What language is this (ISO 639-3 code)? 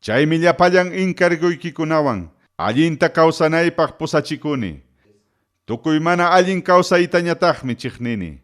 quy